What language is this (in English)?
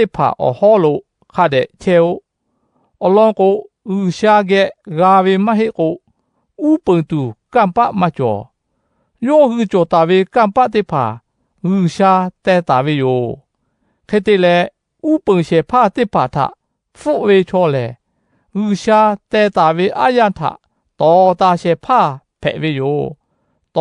Lahu